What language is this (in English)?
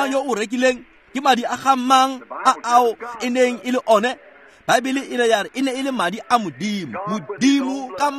Tswana